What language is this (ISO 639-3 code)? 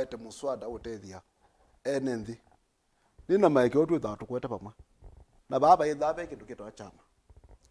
kam